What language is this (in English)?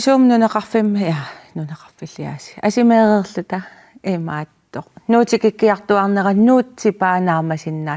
Kalaallisut